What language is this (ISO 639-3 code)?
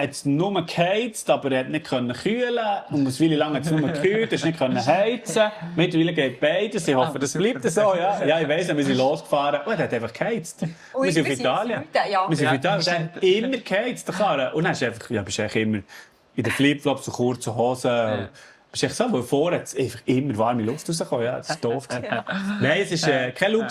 gsw